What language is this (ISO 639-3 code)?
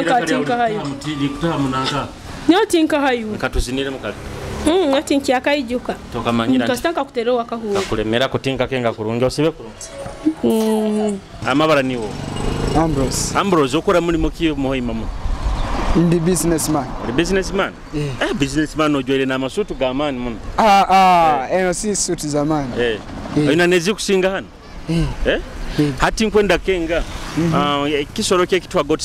nyo